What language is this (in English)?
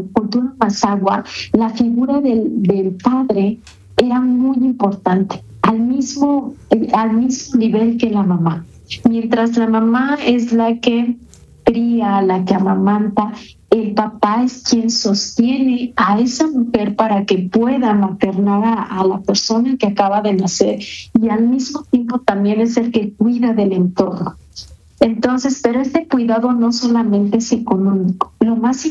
Spanish